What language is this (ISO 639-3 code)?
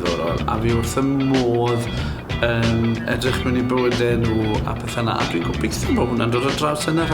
cym